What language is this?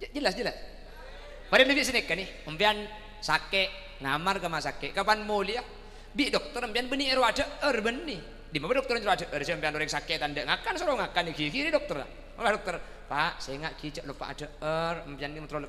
Madurese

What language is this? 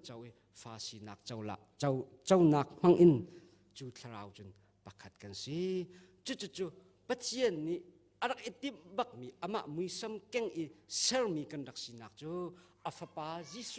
Hakha Chin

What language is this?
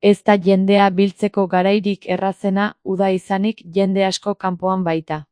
Basque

